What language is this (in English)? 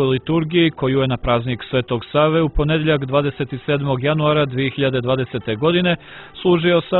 Serbian